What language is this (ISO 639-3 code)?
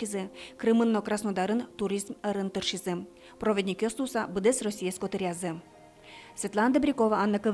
udm